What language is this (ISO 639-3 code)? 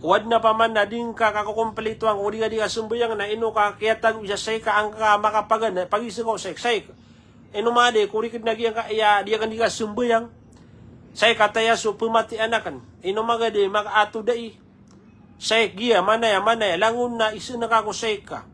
mrw